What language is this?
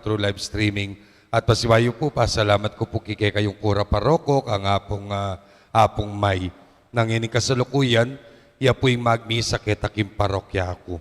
Pampanga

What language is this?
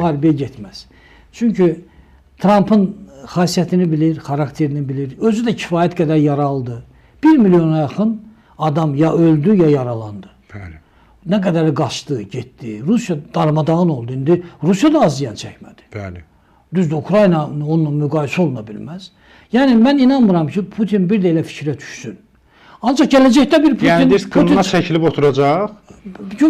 Azerbaijani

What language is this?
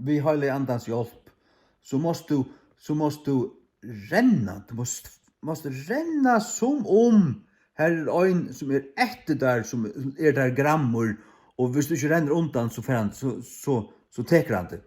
Faroese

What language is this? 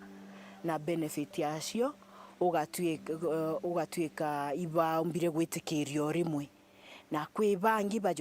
Meru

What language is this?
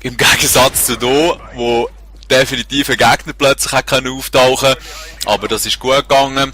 Swiss German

